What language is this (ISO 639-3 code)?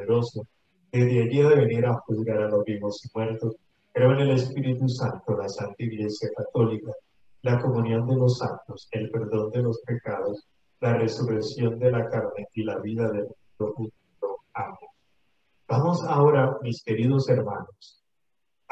spa